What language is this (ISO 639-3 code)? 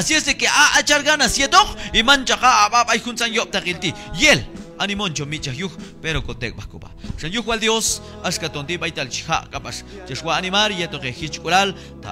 kjb